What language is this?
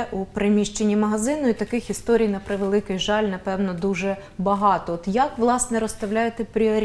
Ukrainian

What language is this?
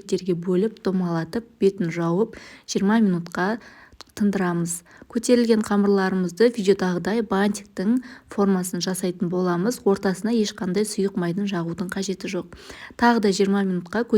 Kazakh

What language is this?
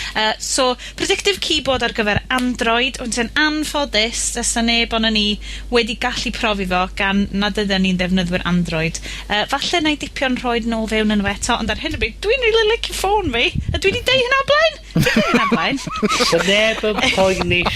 Welsh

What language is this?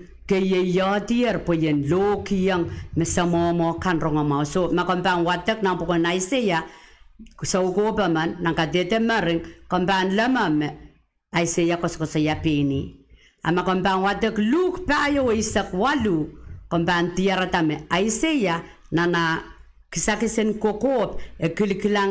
Pohnpeian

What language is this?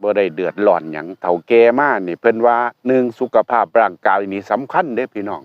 Northeastern Thai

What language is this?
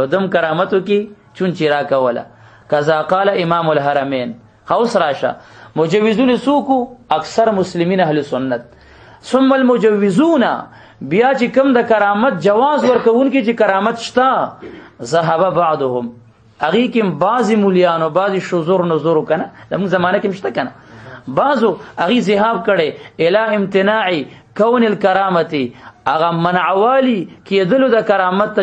Pashto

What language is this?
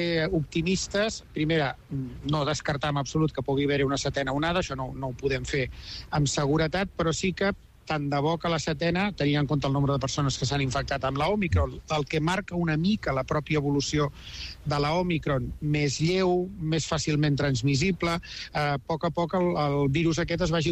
Catalan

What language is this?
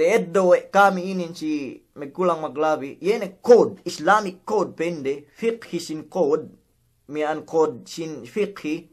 Yakan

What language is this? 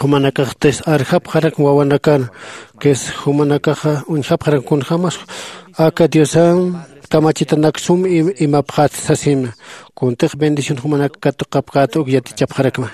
Aymara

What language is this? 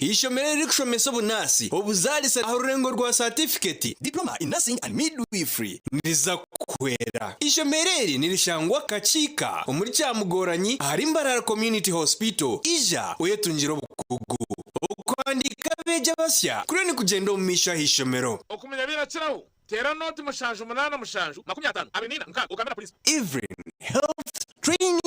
Nyankole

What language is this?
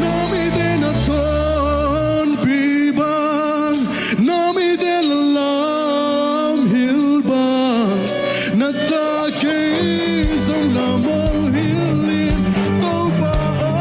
Tedim Chin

